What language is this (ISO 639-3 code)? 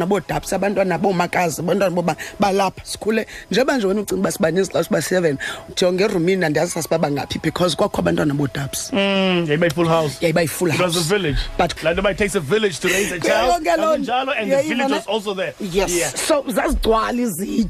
xho